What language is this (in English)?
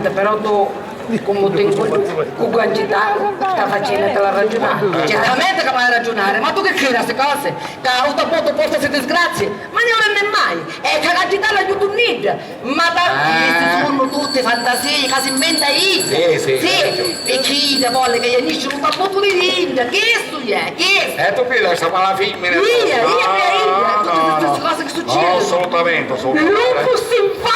Sicilian